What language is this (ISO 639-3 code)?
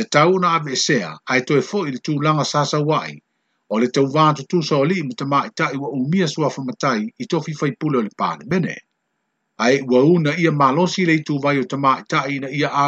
smo